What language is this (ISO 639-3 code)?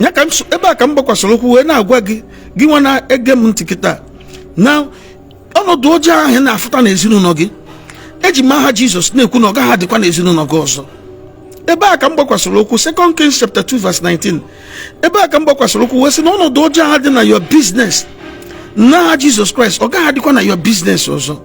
ibo